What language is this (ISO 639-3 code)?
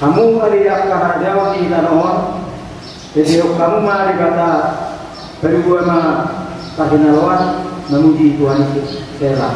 bbc